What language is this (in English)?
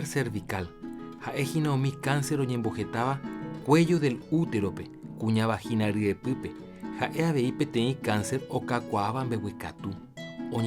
Guarani